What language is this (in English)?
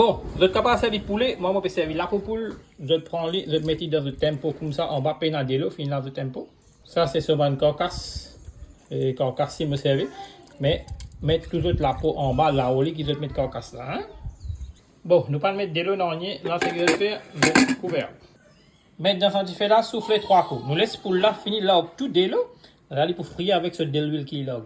Morisyen